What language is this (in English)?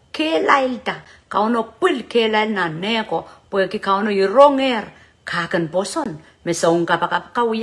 Pohnpeian